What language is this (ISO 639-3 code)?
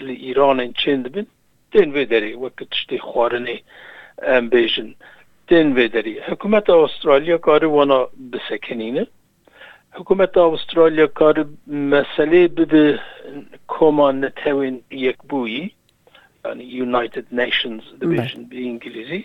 kur